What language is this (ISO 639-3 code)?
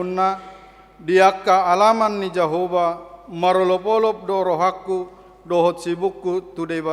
bbc